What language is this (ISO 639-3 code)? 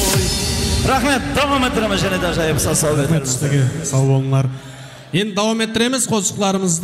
kaa